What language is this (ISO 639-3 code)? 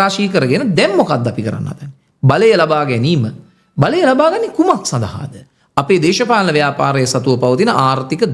sin